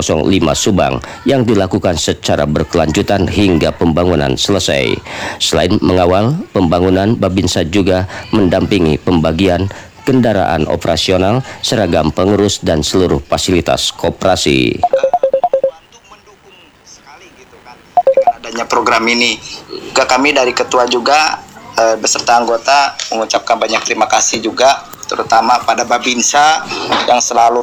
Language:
Indonesian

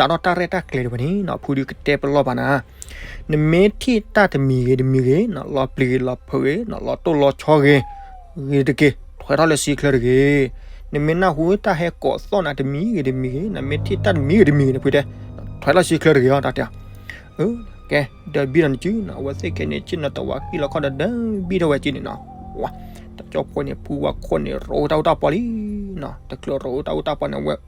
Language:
S'gaw Karen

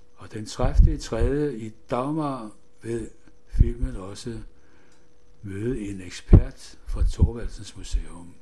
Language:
Danish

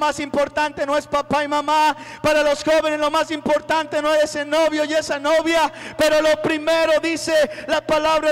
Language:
Spanish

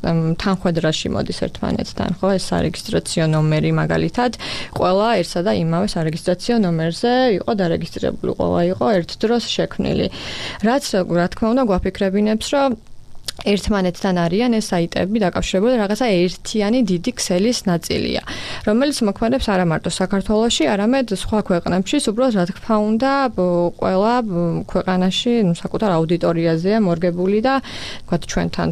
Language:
Georgian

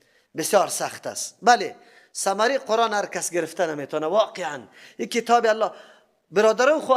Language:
Persian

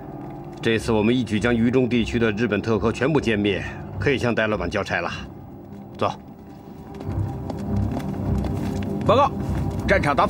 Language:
Chinese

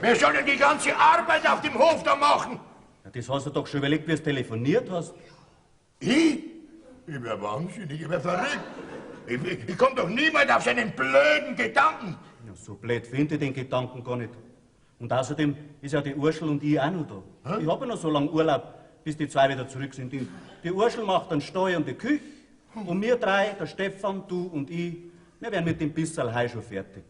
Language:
Bavarian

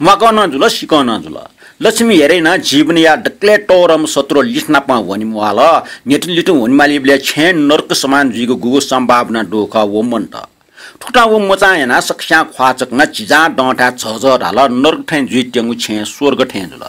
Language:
Newari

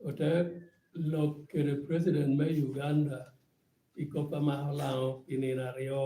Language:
Lango (Uganda)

